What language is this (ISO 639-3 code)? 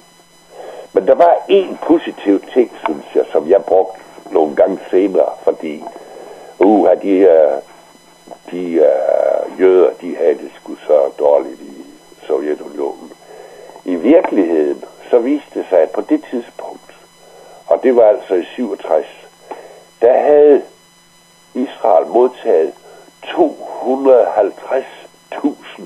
dan